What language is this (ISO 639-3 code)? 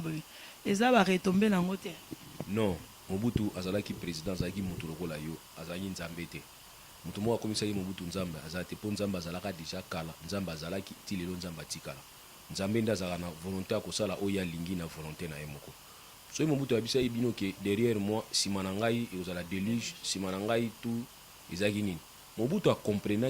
lin